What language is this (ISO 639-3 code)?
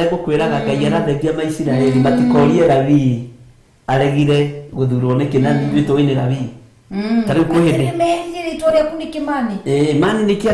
kik